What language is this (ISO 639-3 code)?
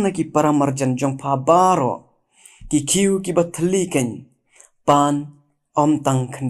kha